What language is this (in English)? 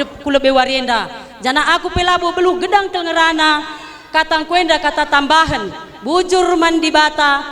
Batak Karo